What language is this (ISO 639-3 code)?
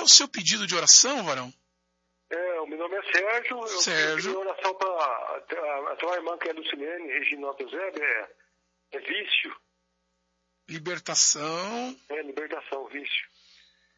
por